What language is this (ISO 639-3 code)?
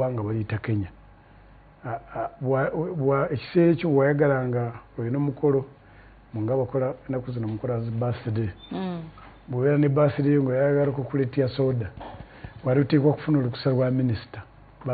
lug